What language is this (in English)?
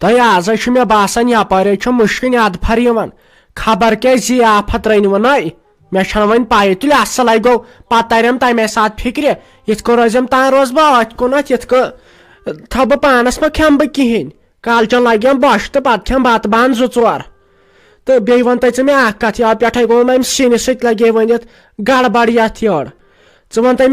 Kashmiri